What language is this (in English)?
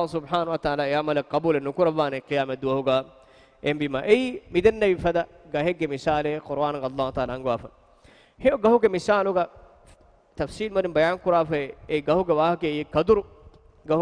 Divehi